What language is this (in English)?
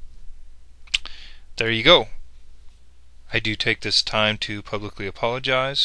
English